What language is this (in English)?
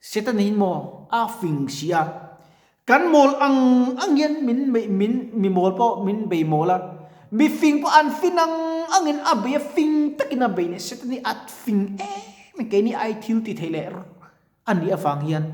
Mizo